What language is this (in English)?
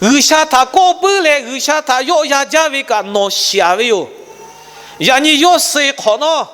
Lahu